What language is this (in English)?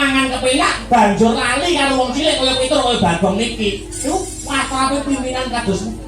Javanese